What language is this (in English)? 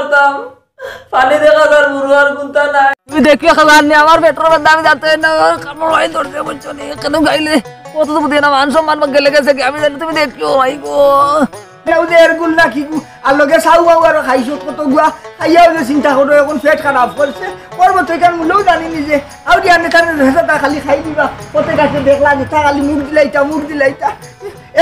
Sylheti